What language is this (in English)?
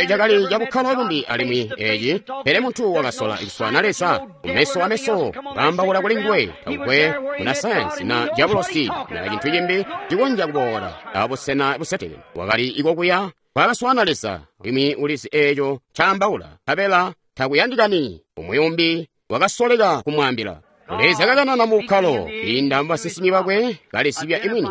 Tonga (Zambia)